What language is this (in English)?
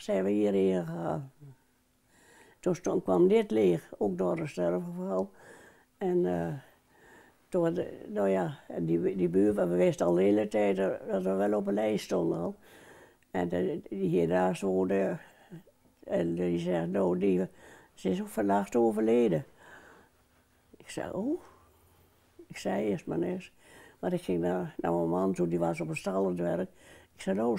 Dutch